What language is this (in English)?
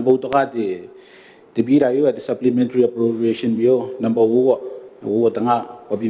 Gilbertese